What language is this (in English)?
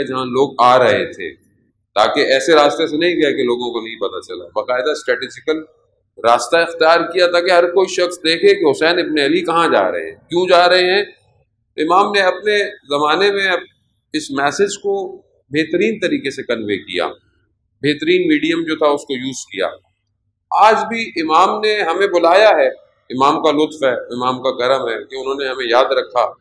Urdu